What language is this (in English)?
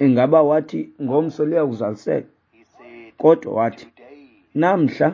Xhosa